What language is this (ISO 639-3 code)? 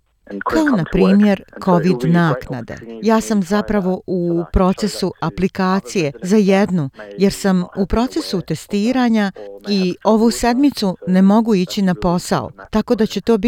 hrv